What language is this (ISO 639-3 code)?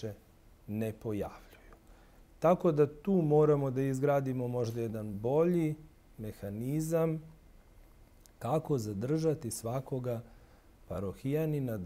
srp